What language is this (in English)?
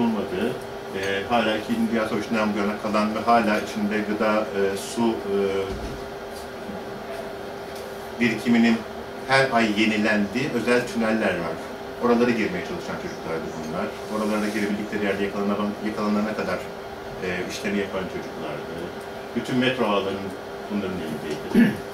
Turkish